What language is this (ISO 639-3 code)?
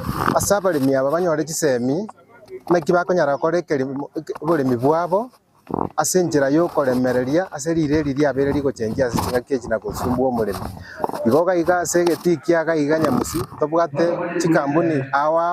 guz